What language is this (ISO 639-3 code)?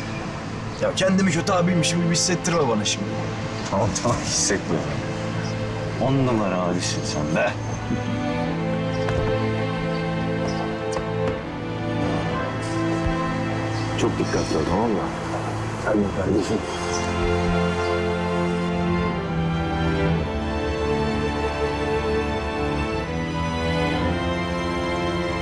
tur